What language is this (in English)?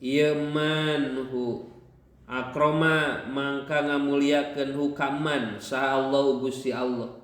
Sundanese